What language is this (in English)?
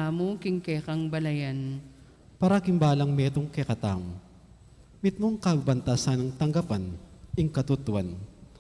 Pampanga